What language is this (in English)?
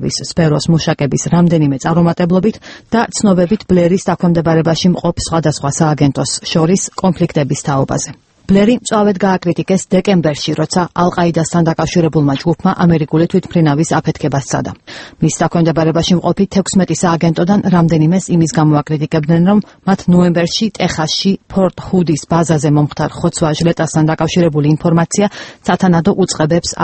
Georgian